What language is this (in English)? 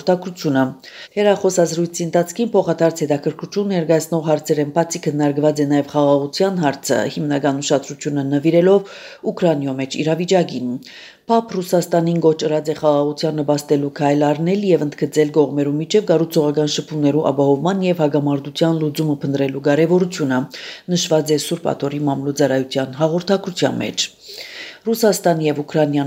Armenian